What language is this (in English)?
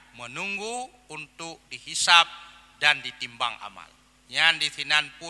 Achinese